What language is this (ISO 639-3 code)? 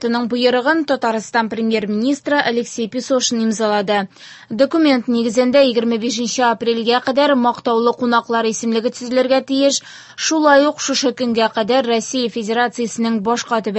tat